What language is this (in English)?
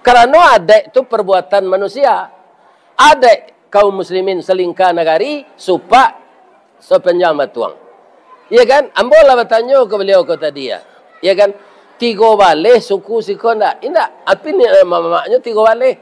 Minangkabau